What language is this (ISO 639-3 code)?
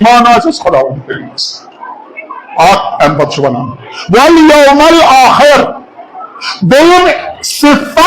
kas